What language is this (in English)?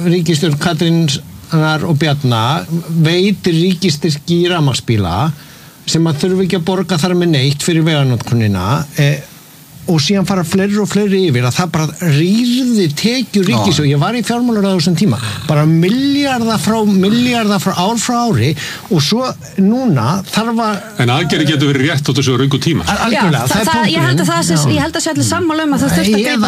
Icelandic